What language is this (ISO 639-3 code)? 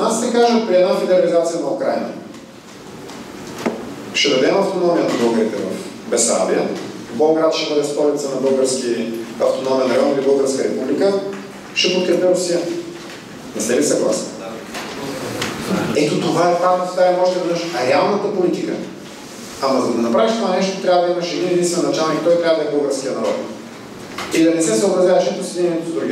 bul